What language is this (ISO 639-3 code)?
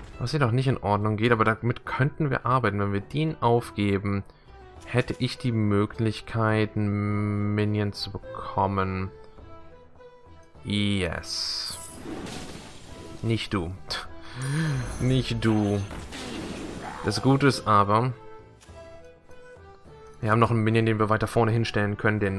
deu